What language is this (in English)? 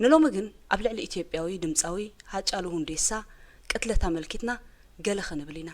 Tigrinya